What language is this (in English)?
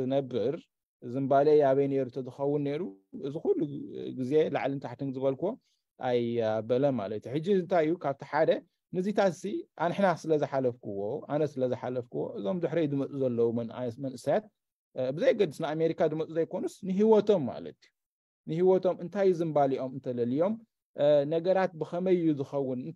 Tigrinya